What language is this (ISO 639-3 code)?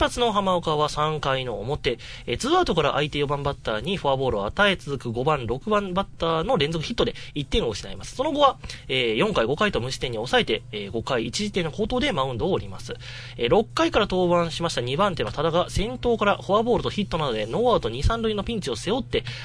jpn